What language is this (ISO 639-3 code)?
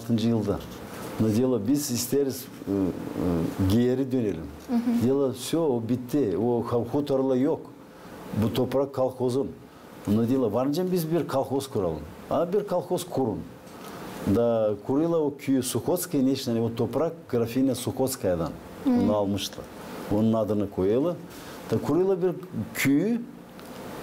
gag